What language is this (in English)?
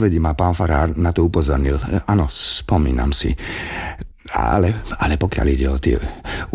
Slovak